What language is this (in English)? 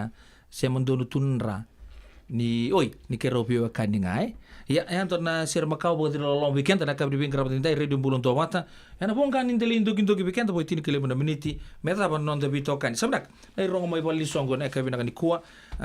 Fijian